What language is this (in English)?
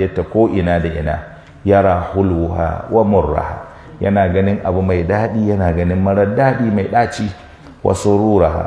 Hausa